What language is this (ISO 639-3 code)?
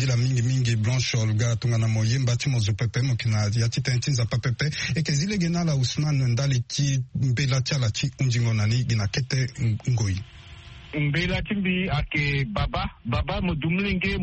sag